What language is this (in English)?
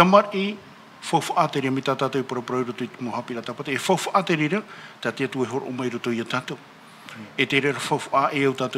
Tahitian